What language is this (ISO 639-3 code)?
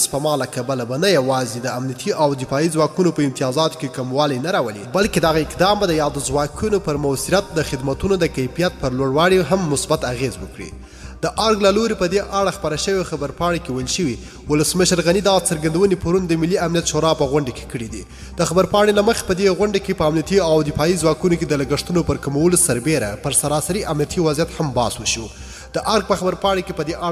pus